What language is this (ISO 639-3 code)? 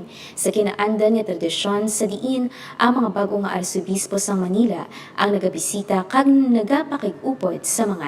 hil